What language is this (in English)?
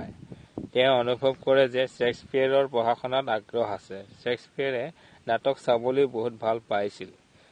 Assamese